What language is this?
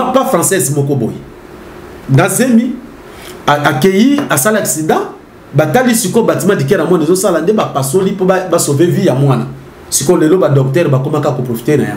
Lingala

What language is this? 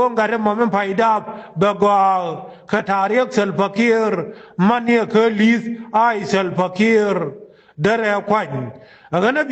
Nuer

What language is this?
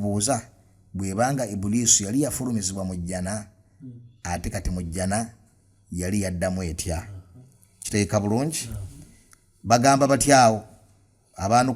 Ganda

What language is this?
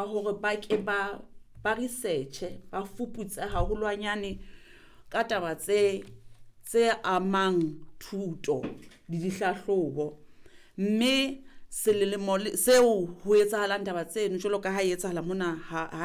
Southern Sotho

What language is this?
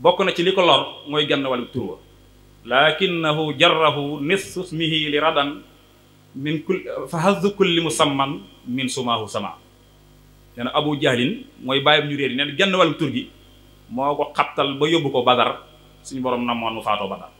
Wolof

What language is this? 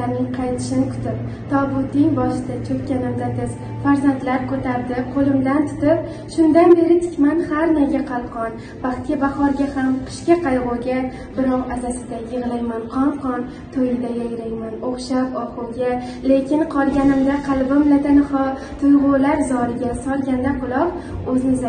Uzbek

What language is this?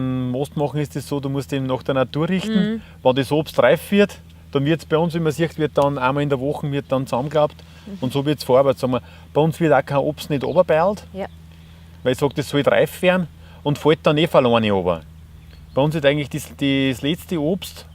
Bavarian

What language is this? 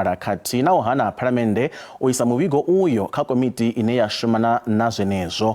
Venda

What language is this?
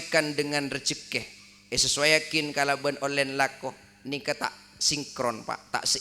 Madurese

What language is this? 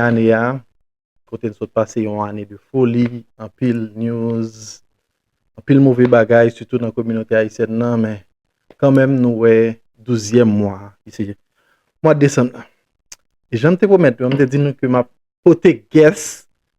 Haitian Creole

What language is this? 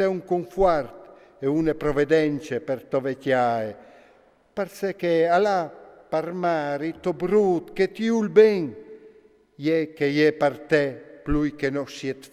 Friulian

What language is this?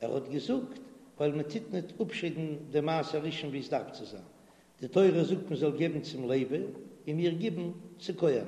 Yiddish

